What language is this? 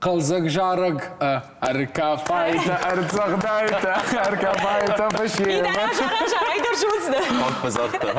Ossetic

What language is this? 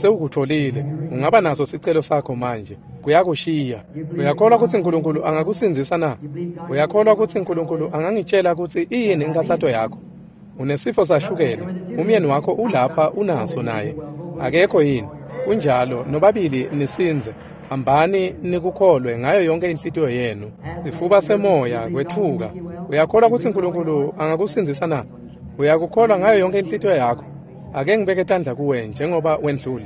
Swati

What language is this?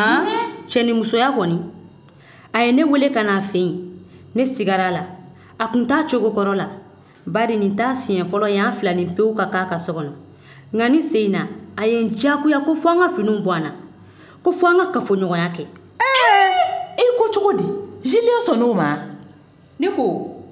Bambara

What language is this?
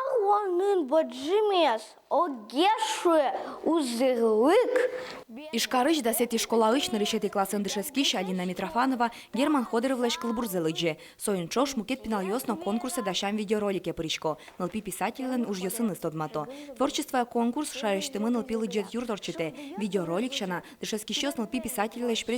Udmurt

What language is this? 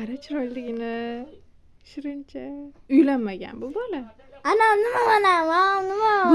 Uzbek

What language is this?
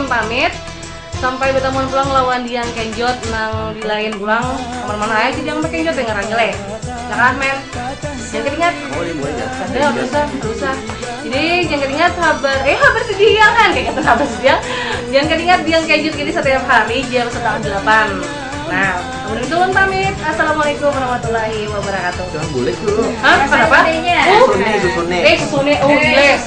Banjar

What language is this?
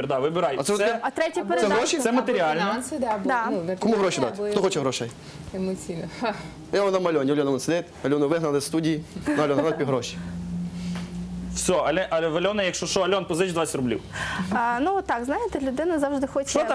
Ukrainian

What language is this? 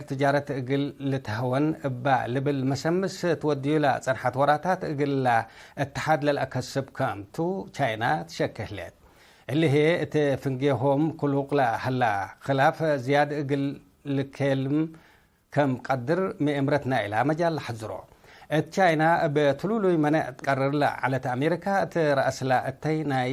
Tigre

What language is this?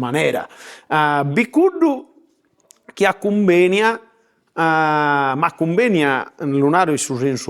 Sardinian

